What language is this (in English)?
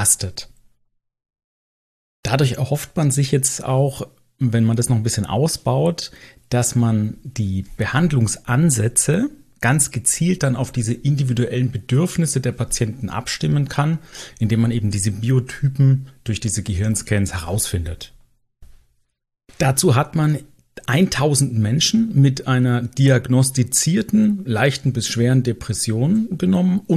German